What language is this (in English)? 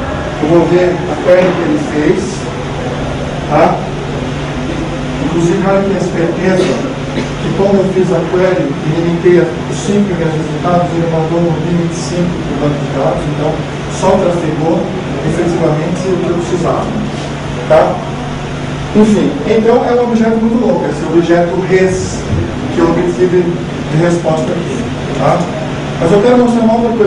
Portuguese